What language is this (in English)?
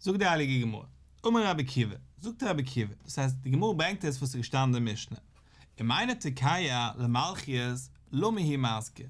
Yiddish